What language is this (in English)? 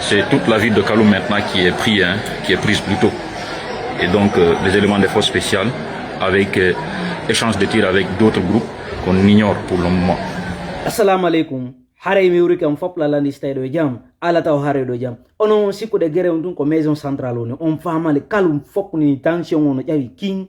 Fula